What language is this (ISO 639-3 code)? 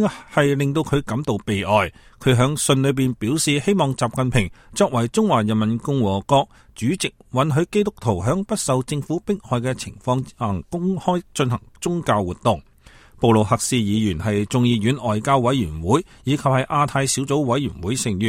yue